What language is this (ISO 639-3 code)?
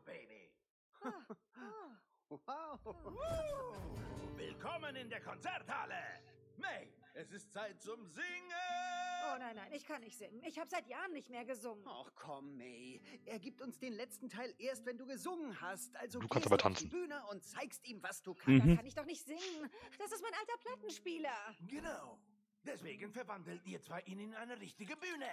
deu